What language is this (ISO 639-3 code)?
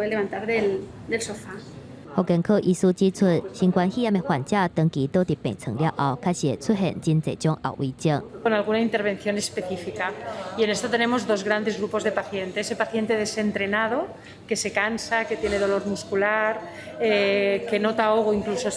nan